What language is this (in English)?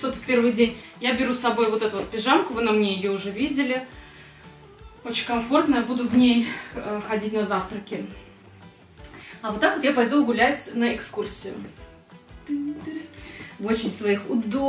Russian